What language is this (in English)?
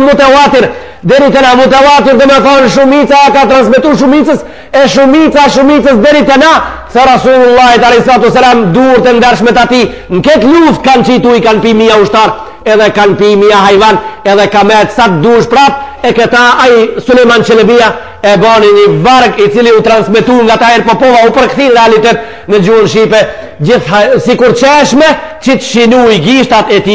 Albanian